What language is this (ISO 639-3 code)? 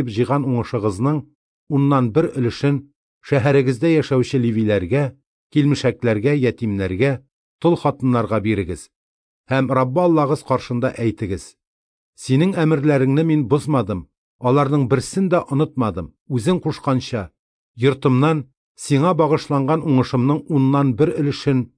tat